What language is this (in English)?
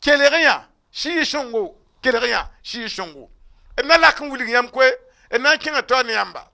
Mossi